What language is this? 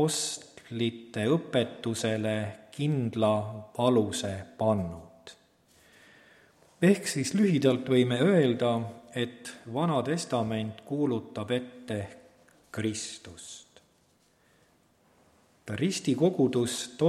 Estonian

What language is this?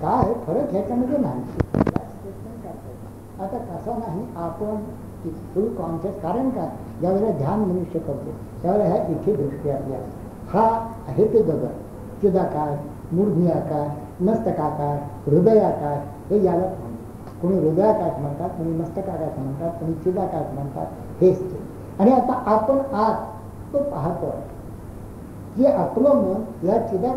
Marathi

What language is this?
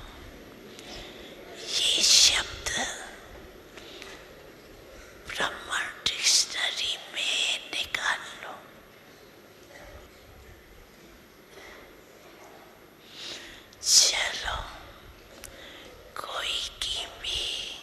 Hindi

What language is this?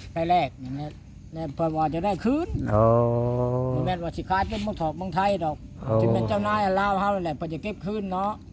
Northeastern Thai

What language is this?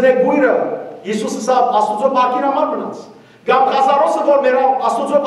Western Armenian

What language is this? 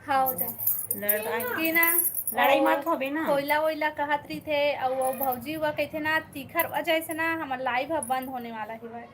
Chhattisgarhi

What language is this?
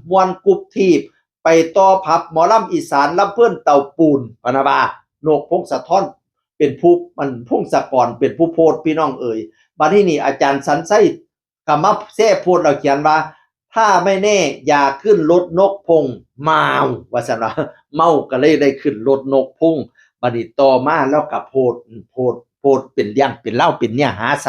Northeastern Thai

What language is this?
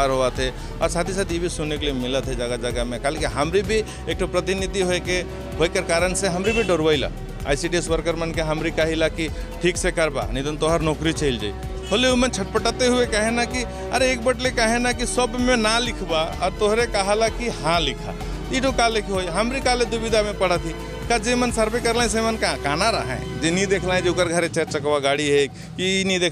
Sadri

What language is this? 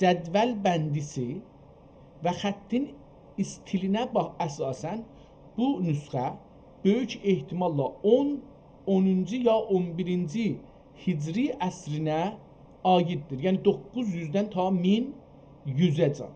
South Azerbaijani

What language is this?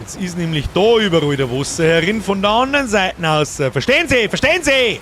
Bavarian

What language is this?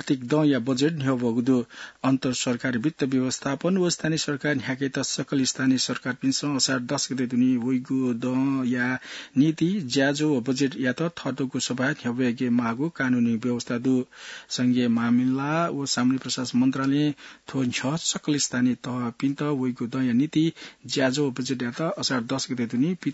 Newari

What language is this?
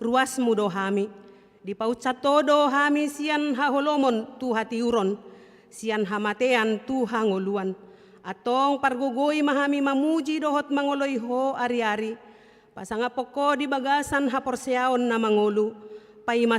Batak Toba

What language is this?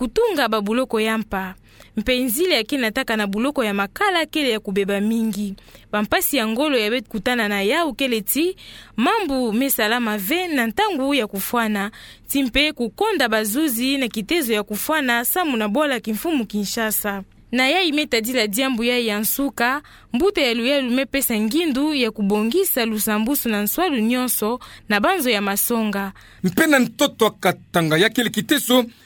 Kituba (Democratic Republic of Congo)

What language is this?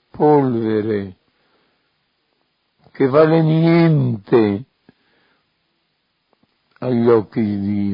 Italian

